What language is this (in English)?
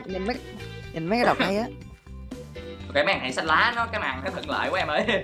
Vietnamese